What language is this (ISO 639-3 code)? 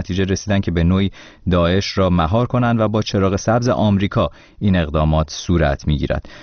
fas